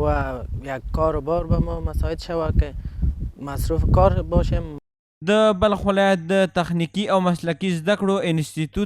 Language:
Pashto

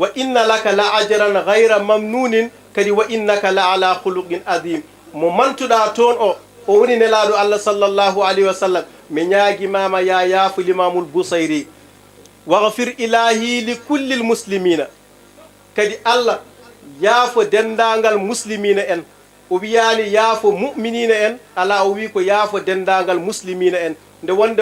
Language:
Fula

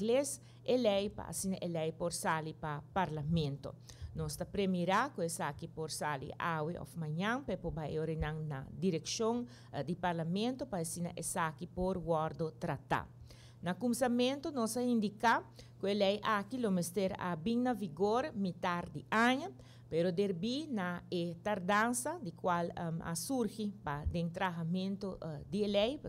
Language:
Papiamento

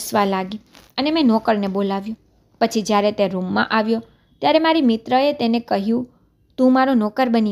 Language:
Gujarati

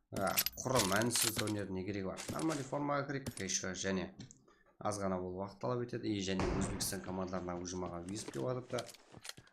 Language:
Kara-Kalpak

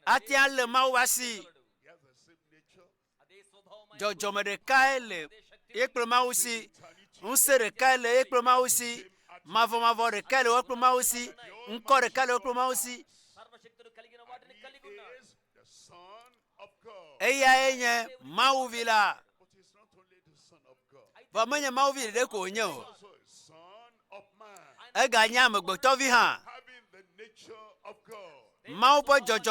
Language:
Ewe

